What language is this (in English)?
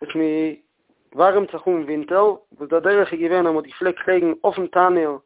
Yiddish